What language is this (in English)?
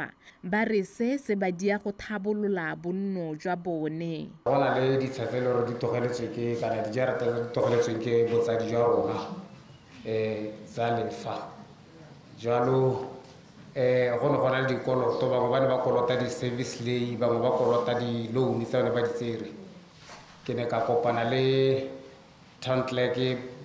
Tswana